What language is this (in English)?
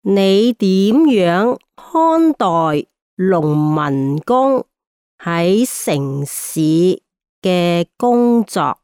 Cantonese